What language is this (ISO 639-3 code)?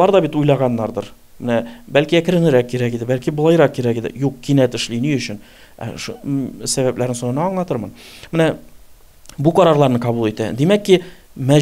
tat